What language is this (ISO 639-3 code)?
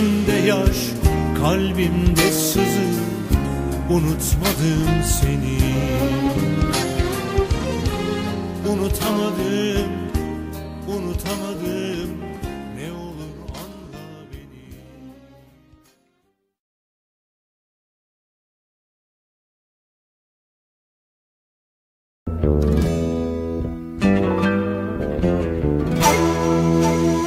tur